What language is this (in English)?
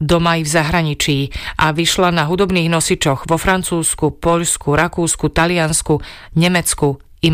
Slovak